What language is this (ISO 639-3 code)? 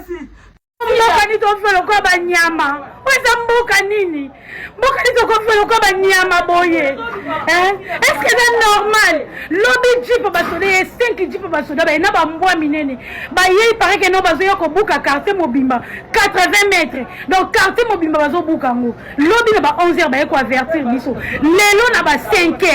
lin